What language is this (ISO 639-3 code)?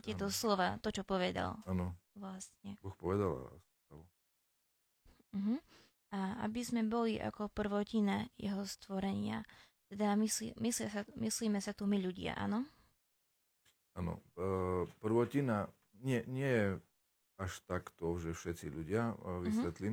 slk